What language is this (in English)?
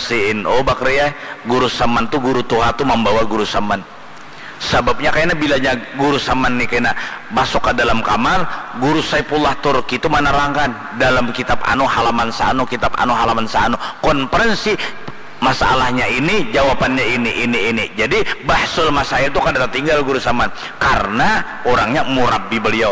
Banjar